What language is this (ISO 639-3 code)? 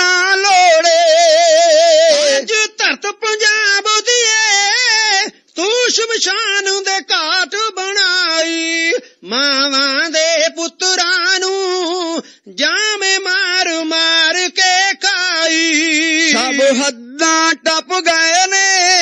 pan